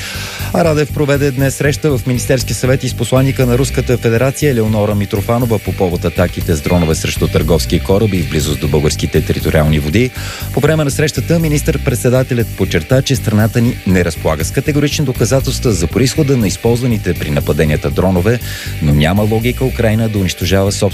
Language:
Bulgarian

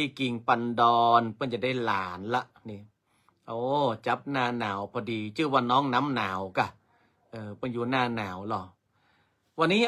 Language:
Northern Thai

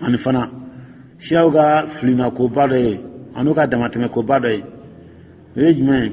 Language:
Dyula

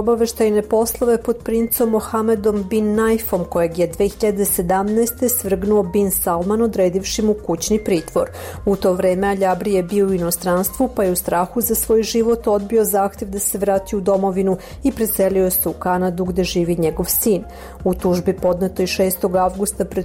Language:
Serbian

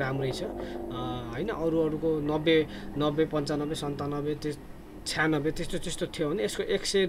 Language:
Nepali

